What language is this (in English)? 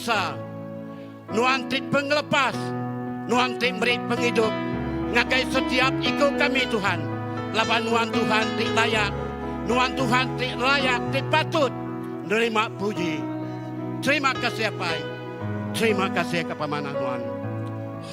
Iban